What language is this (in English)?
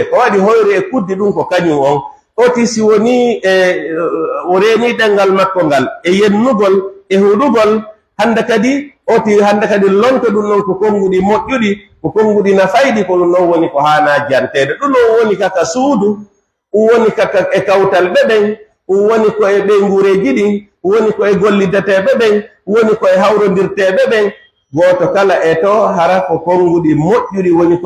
Fula